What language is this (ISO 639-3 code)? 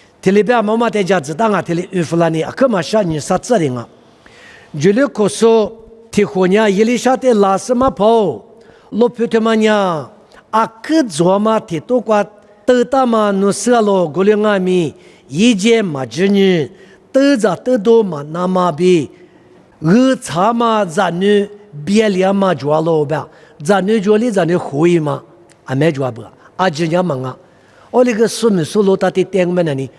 lis